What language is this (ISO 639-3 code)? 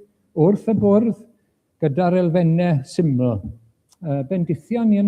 cym